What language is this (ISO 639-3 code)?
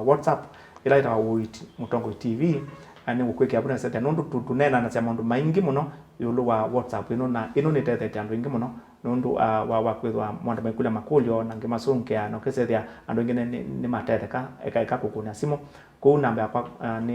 kam